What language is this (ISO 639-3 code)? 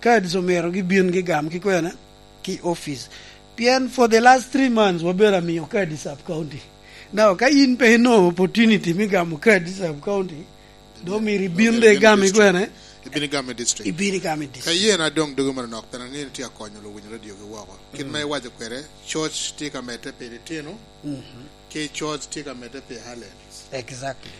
laj